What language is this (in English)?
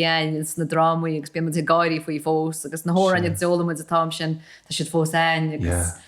Irish